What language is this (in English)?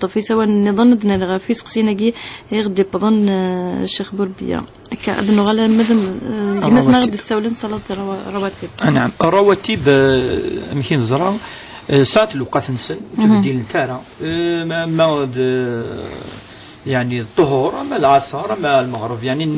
Kabyle